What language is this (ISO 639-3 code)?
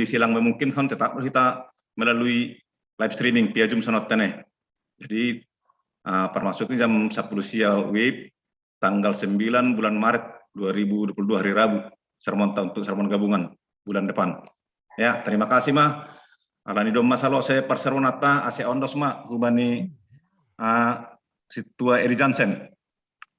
bts